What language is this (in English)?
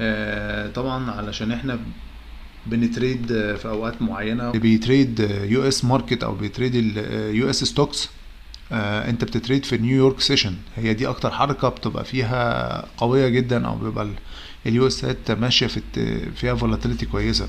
Egyptian Arabic